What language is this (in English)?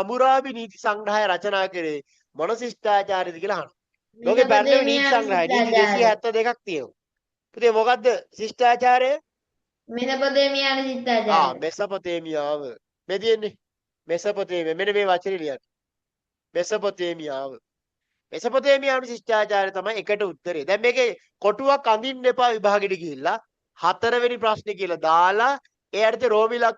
Sinhala